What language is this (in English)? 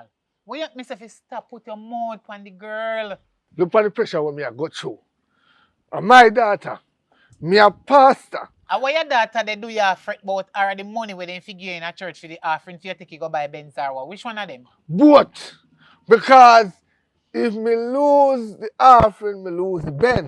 Jamaican Creole English